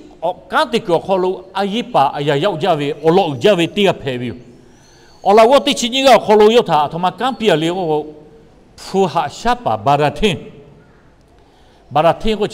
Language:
Lahu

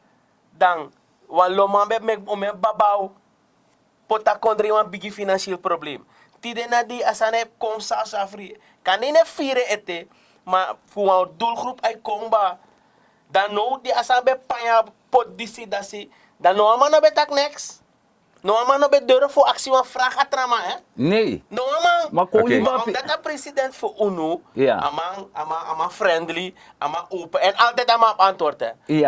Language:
Sranan Tongo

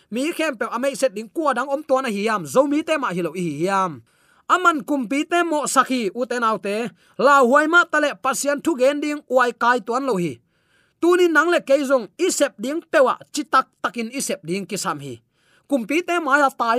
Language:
Tedim Chin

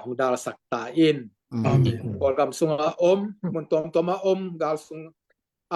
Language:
Tedim Chin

